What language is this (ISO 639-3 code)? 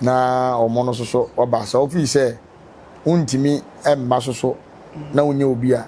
aka